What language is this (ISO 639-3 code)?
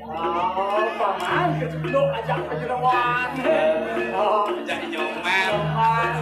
ban